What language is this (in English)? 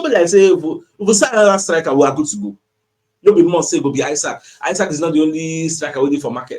Nigerian Pidgin